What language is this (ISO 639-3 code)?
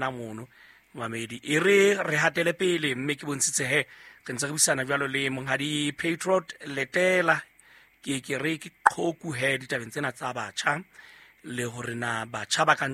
sot